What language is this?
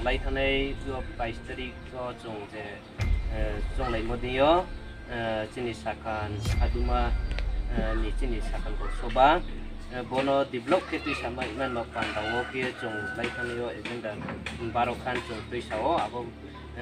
Riang (India)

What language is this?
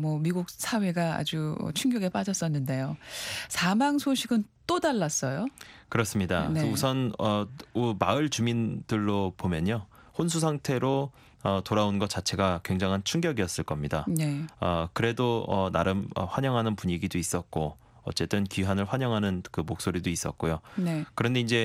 Korean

